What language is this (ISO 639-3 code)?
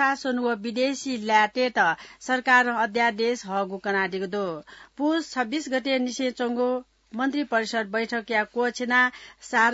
new